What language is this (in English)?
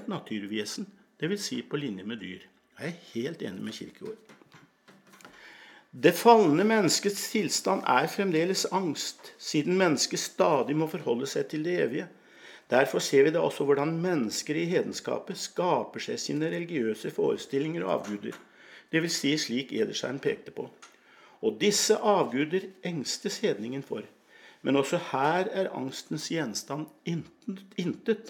Norwegian